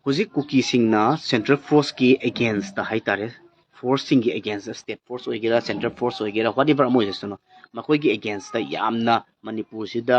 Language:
Manipuri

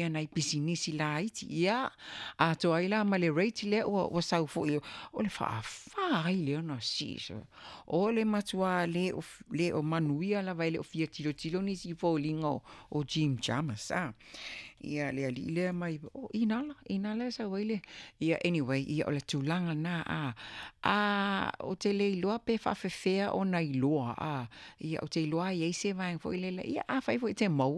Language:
Samoan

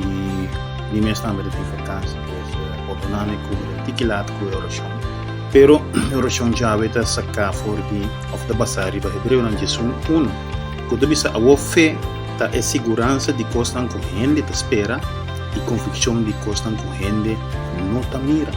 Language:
Papiamento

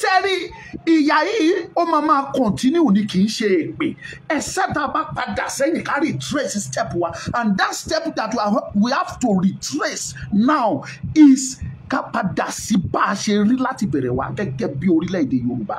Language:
Yoruba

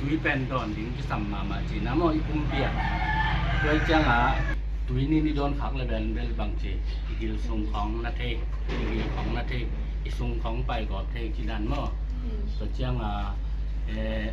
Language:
Tedim Chin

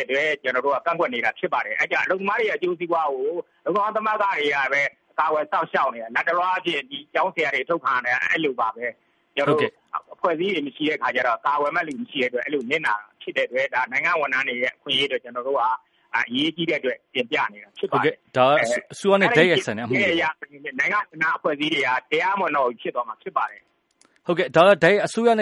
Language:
Burmese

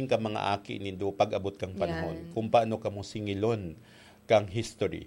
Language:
Bikol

